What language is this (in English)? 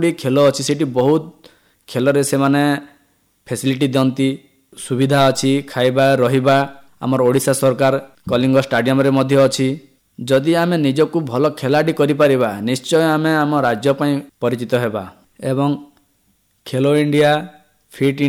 Odia